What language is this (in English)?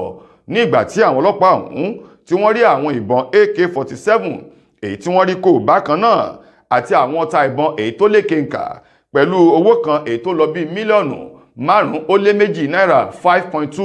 Yoruba